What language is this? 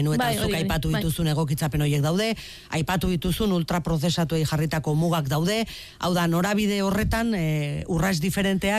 Basque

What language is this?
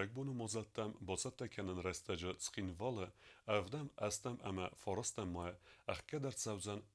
Ossetic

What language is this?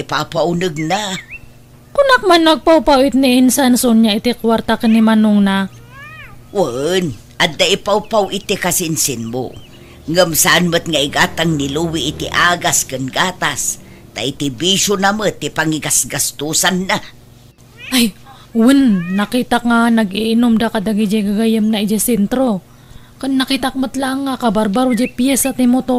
Iloko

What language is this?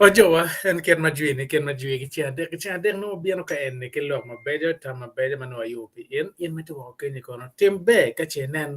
Acoli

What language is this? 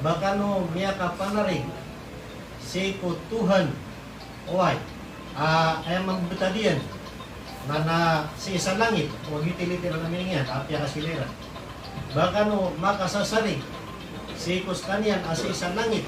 Maranao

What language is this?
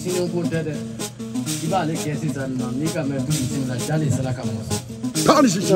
Bambara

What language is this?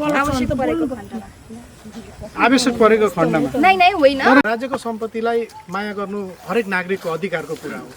Nepali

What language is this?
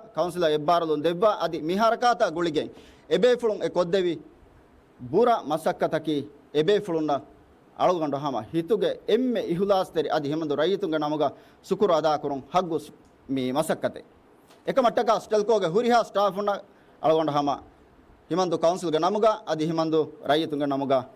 Divehi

